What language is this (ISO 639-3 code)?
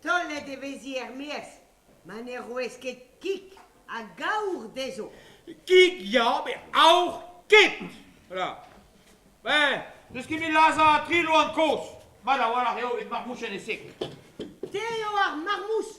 bre